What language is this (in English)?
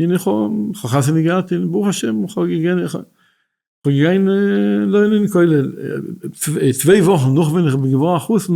Yiddish